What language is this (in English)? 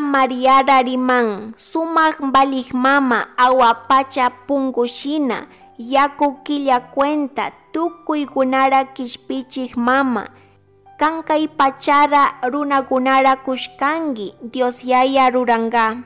Chimborazo Highland Quichua